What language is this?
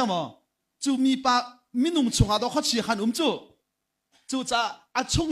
Hakha Chin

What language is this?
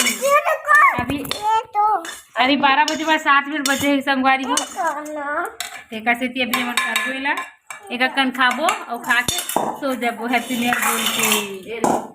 Chhattisgarhi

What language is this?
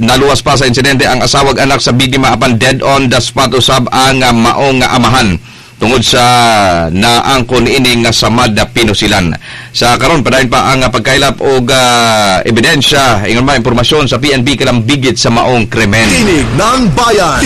Cebuano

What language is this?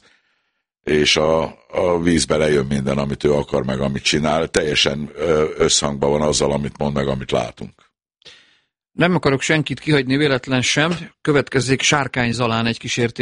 Hungarian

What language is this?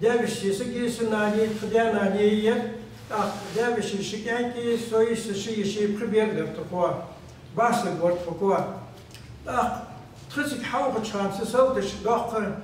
Ingush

